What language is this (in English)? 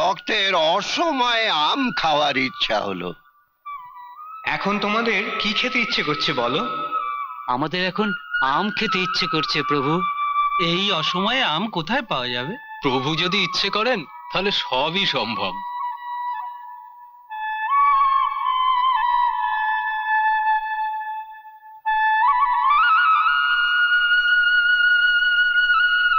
Bangla